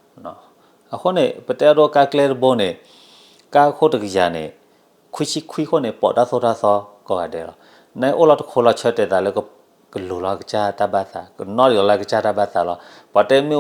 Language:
S'gaw Karen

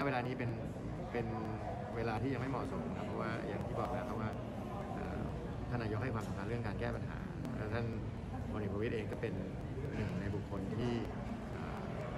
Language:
Thai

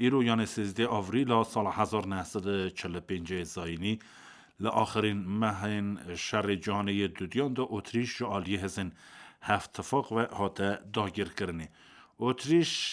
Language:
Kurdish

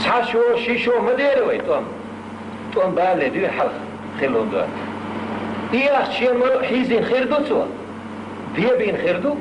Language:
Chechen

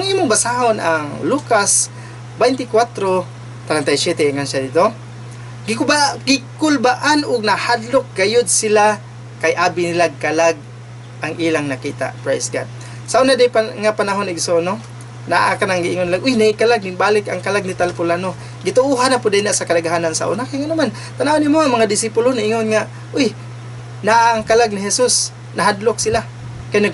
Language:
Cebuano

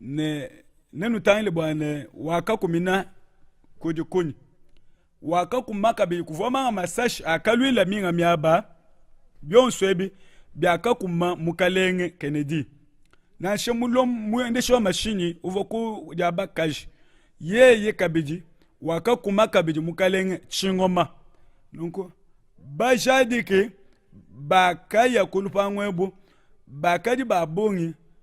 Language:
Luba-Lulua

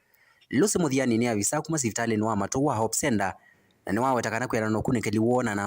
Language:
Kamba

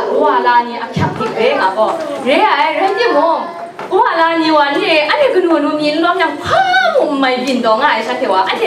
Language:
Kachin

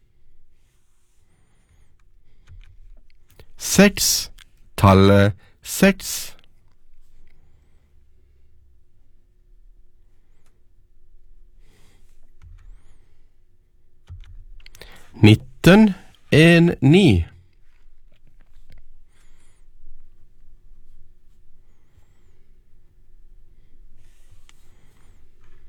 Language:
Norwegian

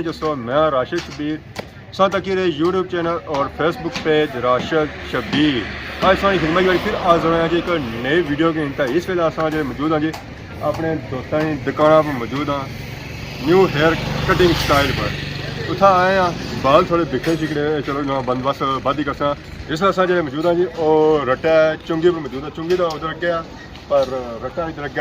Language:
Pahari-Potwari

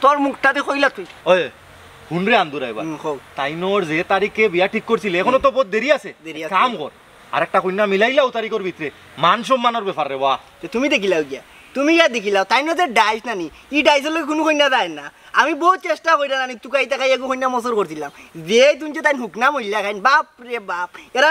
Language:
Sylheti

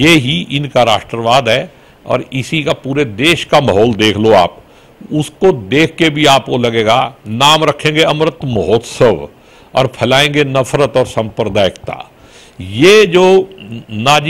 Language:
Hindi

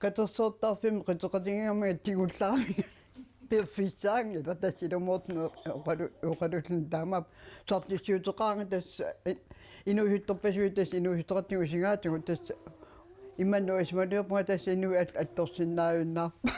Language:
Kalaallisut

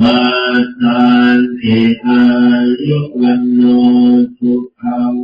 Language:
Pali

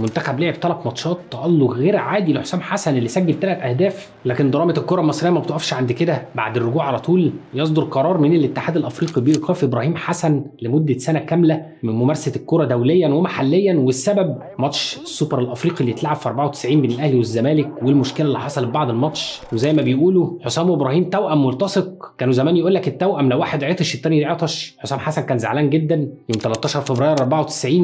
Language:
Egyptian Arabic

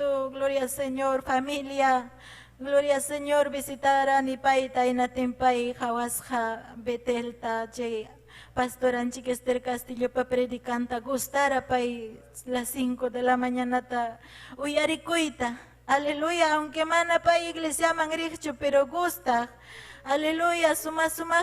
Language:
Ayacucho Quechua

